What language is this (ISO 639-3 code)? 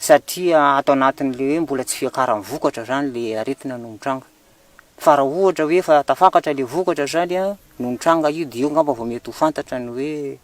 mlg